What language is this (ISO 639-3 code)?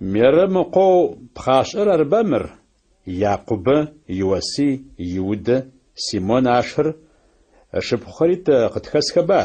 ady